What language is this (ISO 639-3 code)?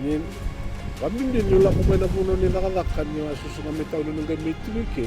fij